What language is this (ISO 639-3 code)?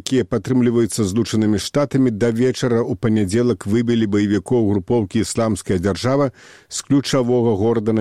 bel